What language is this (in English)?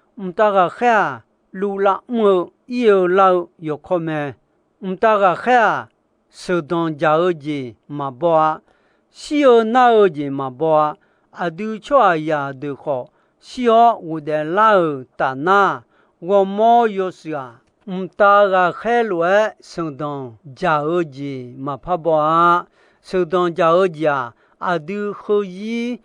Akha